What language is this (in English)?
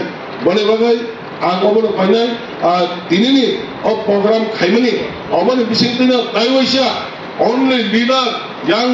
Kok Borok